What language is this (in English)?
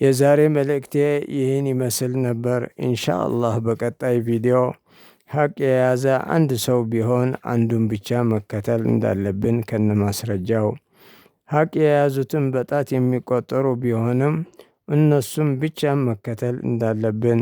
Amharic